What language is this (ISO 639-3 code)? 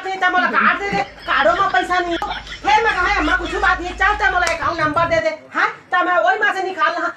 hne